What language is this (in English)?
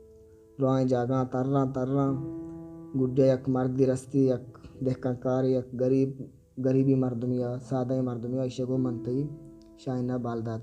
Baluchi